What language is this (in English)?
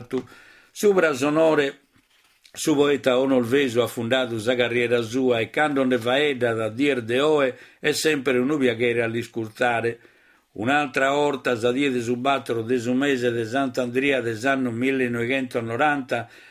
Sardinian